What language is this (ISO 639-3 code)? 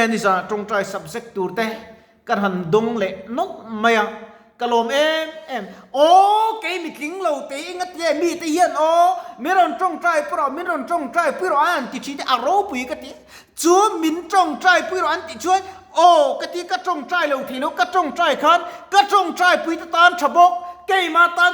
lus